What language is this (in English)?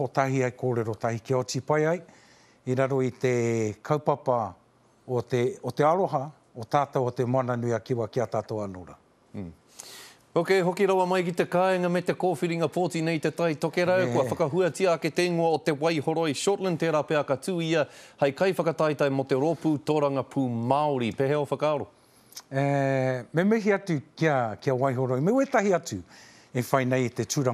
Māori